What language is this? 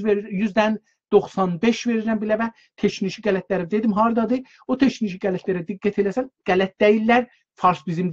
South Azerbaijani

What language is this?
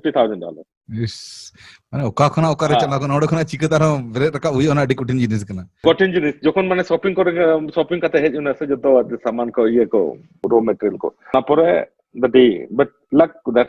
Santali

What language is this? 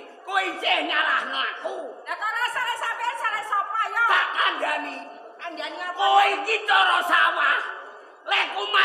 Javanese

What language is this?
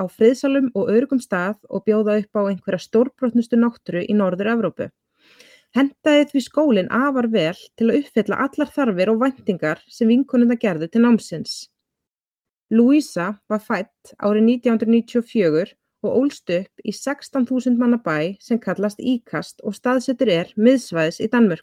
Icelandic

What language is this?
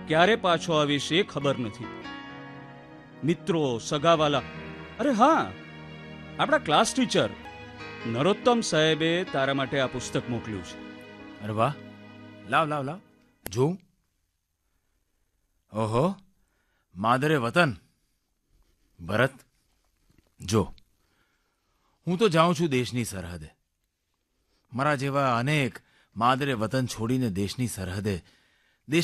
Gujarati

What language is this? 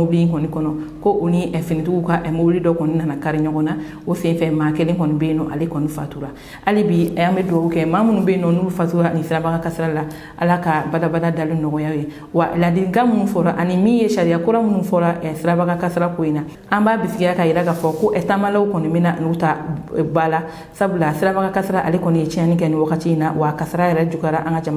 Bambara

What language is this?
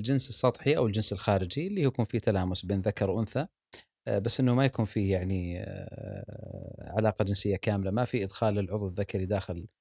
Gulf Arabic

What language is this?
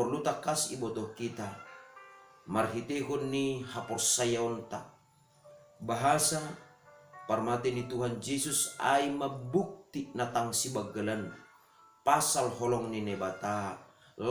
Batak Simalungun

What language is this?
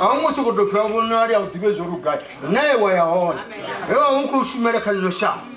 Venda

